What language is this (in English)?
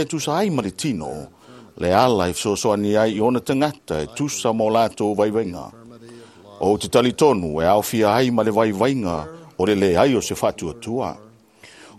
Samoan